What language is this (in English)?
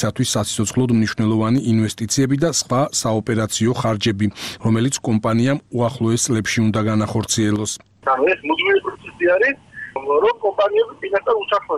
Georgian